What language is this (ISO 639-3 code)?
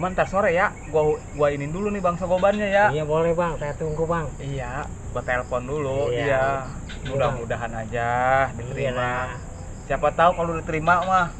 bew